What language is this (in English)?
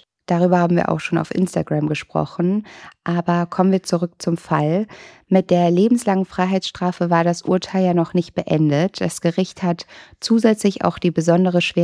German